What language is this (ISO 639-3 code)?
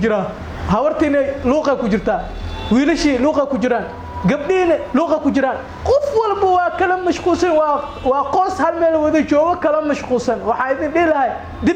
som